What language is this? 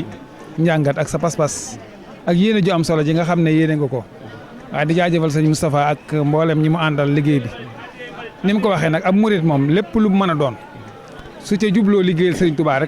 Wolof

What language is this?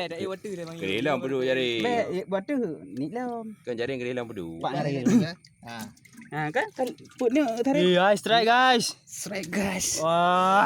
Achinese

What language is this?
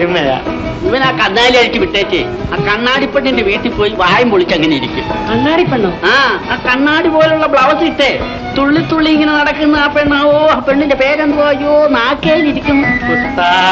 Malayalam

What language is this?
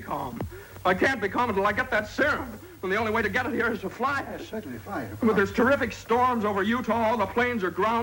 English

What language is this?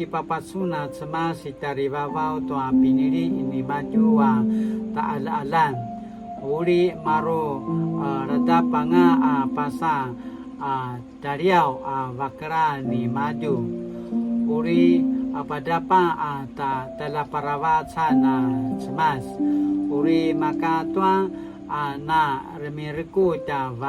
Paiwan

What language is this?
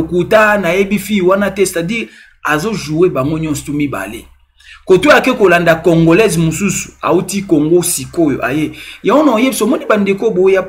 Lingala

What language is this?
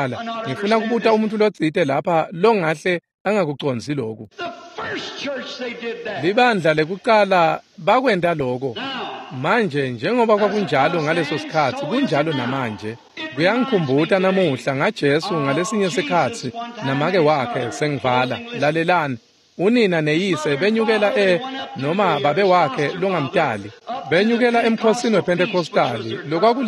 Swati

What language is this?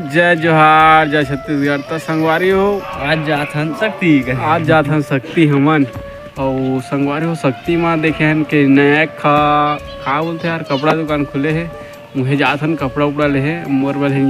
Chhattisgarhi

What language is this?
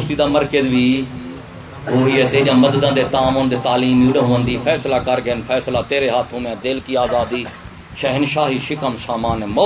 Saraiki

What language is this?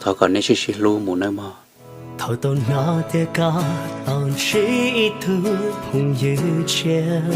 Hmong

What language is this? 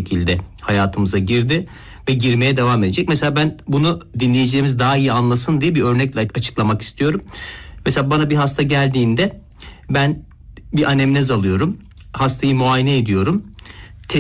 Turkish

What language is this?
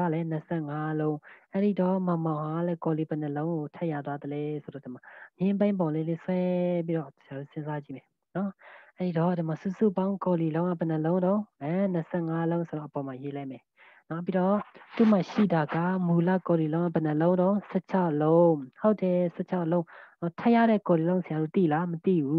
Burmese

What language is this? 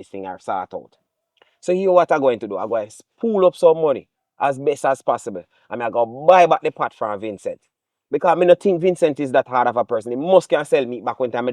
Jamaican Creole English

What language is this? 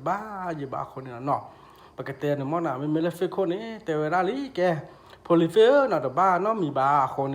S'gaw Karen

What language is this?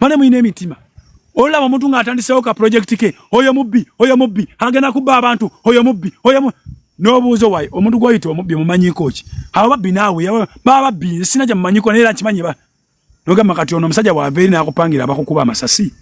Ganda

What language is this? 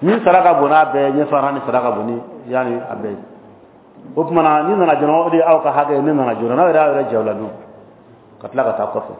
Dyula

